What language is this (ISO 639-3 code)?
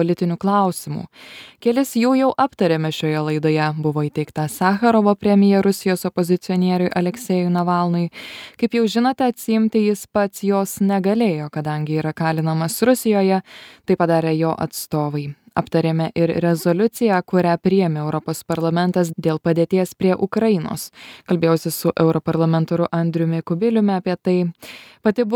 lit